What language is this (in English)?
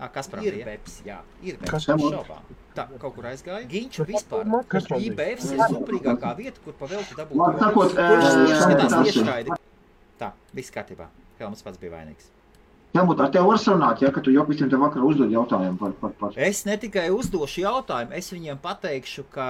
Latvian